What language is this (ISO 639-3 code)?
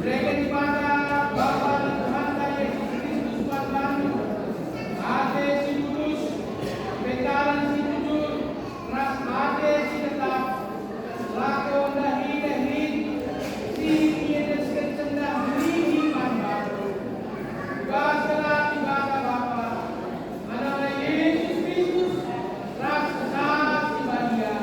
btx